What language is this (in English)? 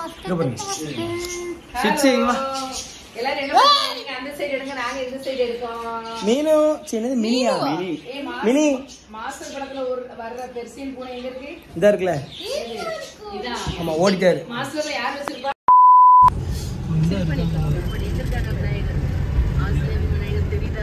Tamil